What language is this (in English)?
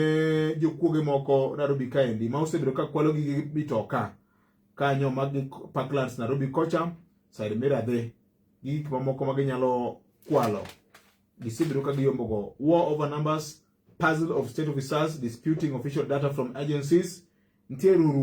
Luo (Kenya and Tanzania)